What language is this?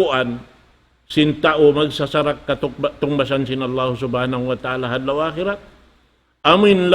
Tausug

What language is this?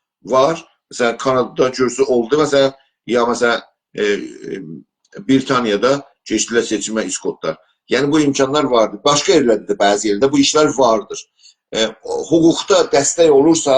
South Azerbaijani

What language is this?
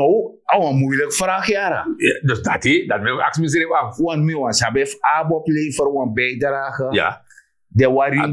Sranan Tongo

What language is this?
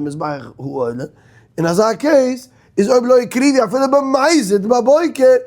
Yiddish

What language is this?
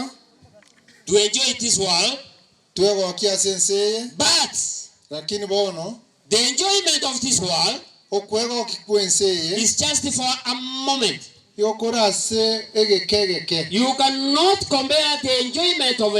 Gusii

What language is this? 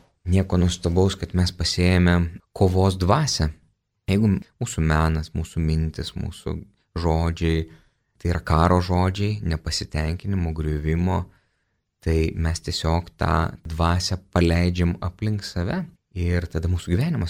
Lithuanian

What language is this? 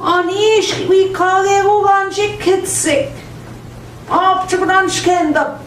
Central Ojibwa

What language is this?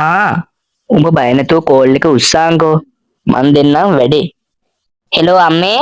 Sinhala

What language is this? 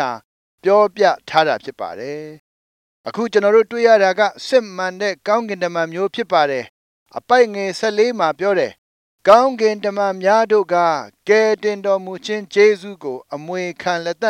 Burmese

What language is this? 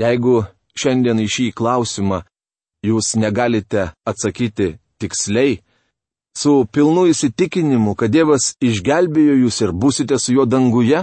Lithuanian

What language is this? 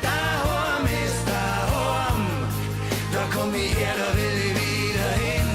Bavarian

